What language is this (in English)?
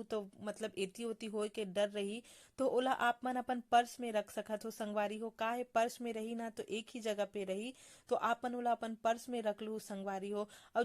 Chhattisgarhi